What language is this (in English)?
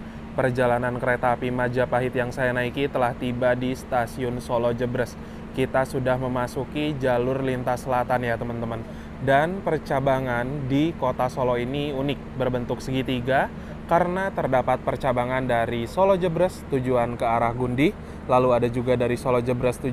Indonesian